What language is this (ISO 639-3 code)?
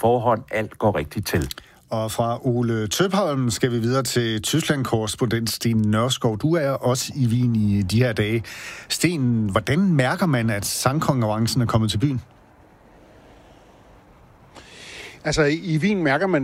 dan